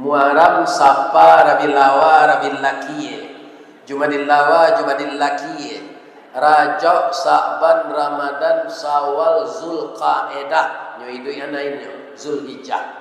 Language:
Minangkabau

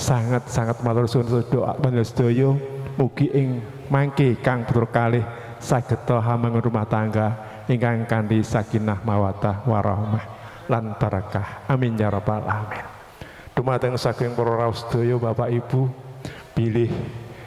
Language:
Javanese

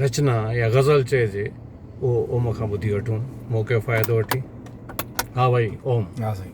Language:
Sindhi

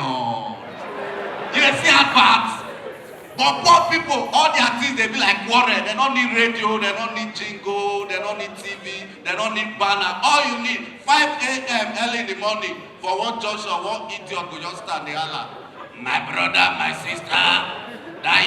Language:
Nigerian Pidgin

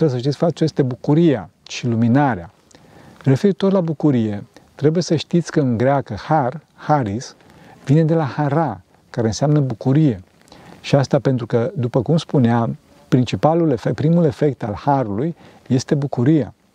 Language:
Romanian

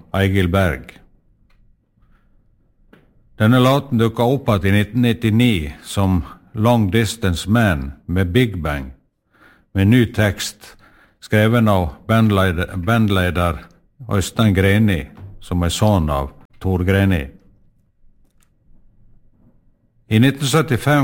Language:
Norwegian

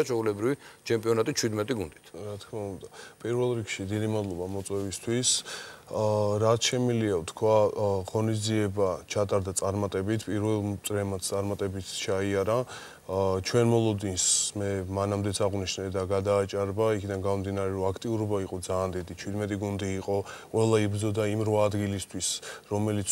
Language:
Georgian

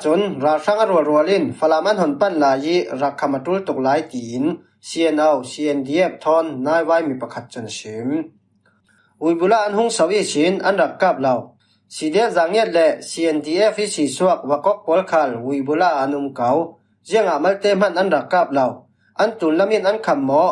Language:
Falam Chin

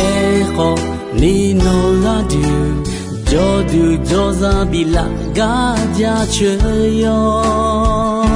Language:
Akha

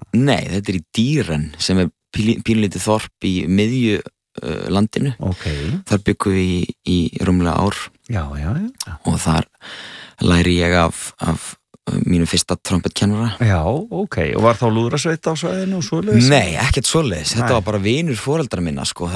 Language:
Icelandic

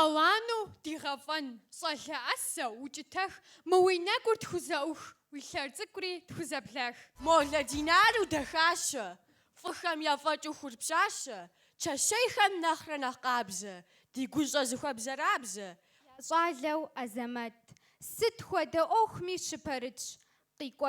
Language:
Kabardian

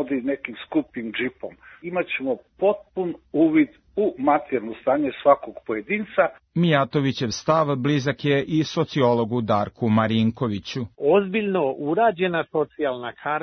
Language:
Serbian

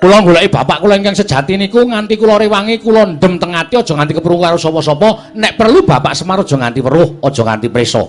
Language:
Javanese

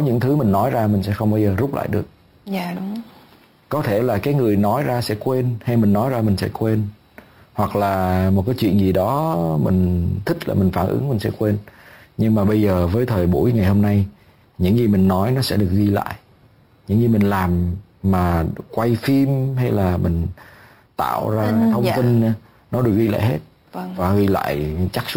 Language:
Vietnamese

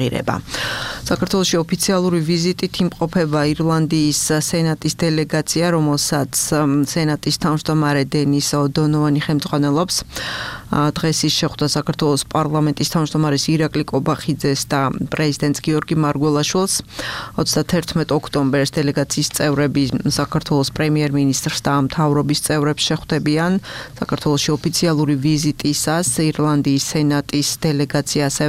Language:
Georgian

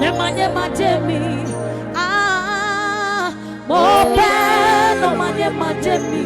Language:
Adangme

